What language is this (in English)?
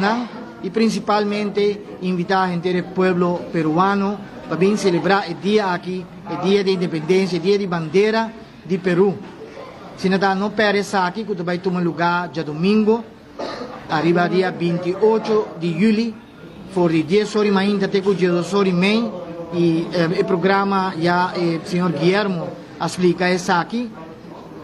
Papiamento